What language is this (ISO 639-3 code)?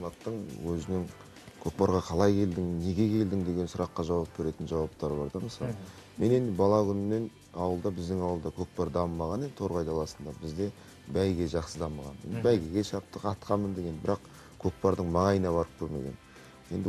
kaz